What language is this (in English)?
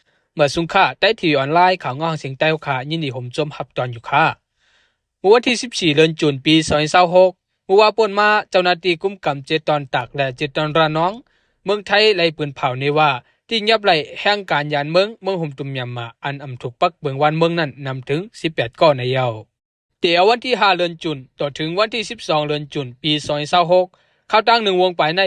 Shan